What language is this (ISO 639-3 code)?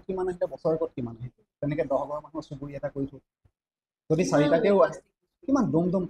asm